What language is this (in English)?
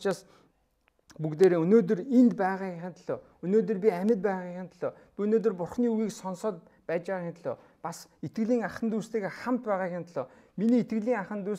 Mongolian